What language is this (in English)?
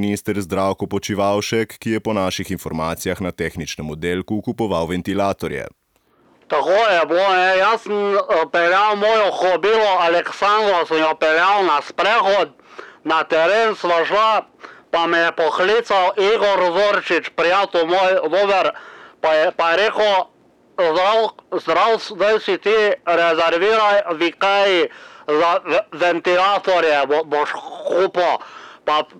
Slovenian